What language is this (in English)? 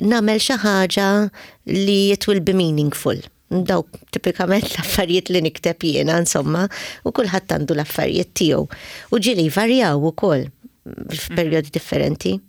Maltese